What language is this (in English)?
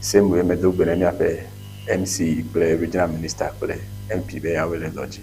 Ewe